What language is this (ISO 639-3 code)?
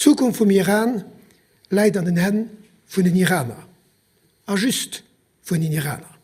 ltz